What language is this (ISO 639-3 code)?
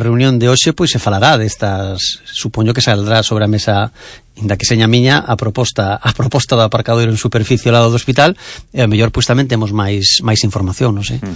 glg